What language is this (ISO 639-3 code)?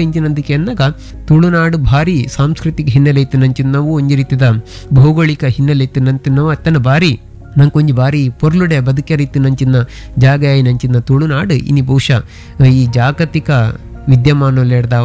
tcy